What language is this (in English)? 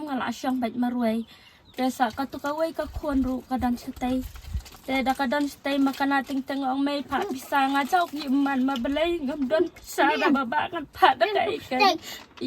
Khasi